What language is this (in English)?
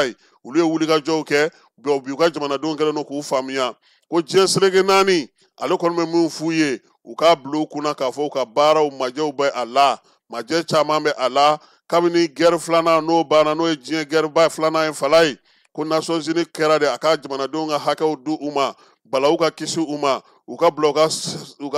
Bambara